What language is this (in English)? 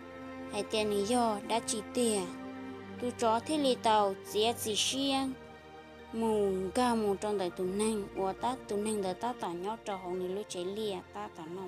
Hmong